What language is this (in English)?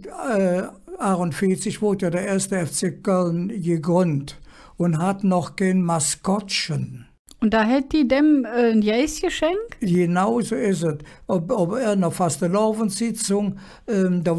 Colognian